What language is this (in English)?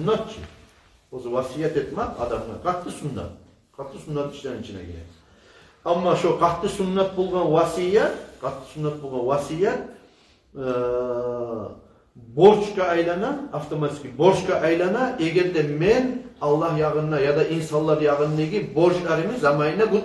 Kumyk